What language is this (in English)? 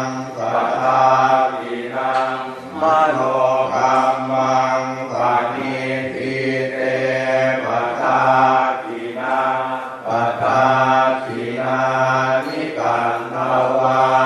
Pali